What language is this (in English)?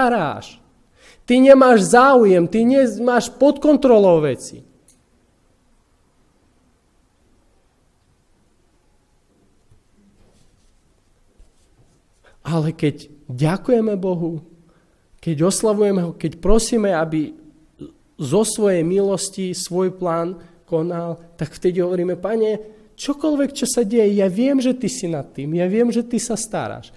Slovak